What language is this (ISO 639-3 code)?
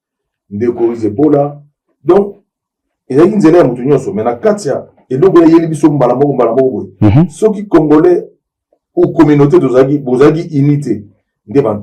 lin